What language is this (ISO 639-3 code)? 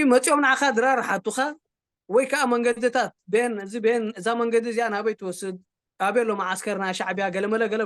tir